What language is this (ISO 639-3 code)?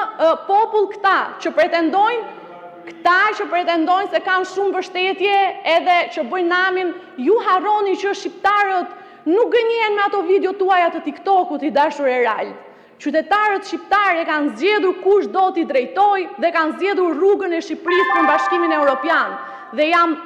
sqi